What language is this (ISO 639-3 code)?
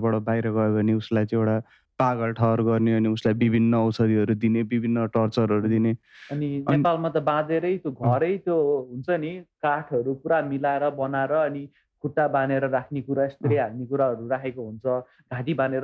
nep